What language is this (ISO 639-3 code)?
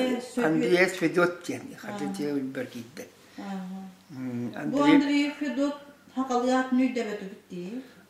sah